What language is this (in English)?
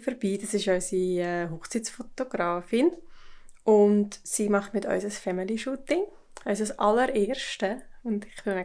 Swiss German